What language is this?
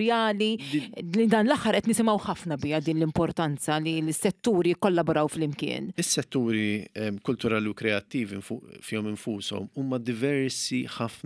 Maltese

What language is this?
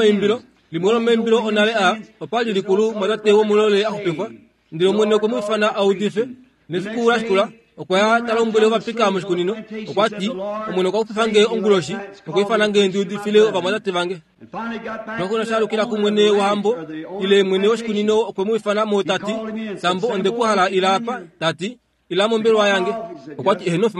Kuanyama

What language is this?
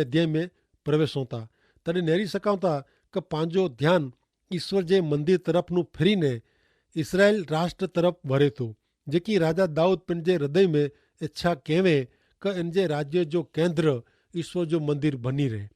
Kachhi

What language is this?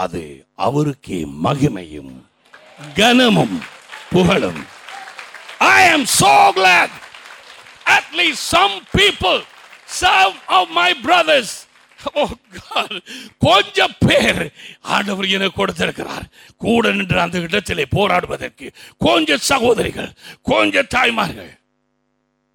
Tamil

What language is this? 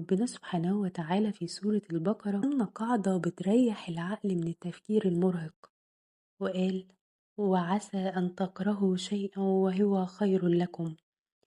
Egyptian Arabic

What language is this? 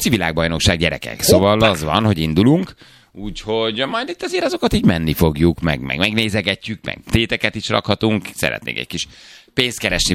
Hungarian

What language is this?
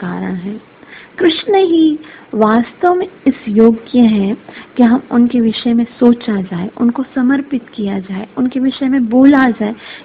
Hindi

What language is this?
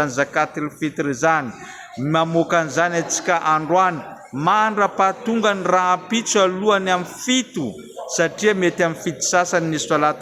Malagasy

